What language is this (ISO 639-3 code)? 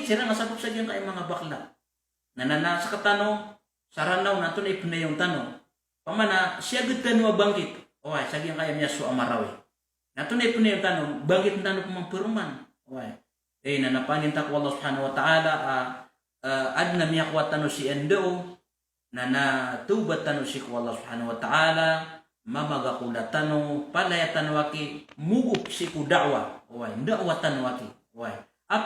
mrw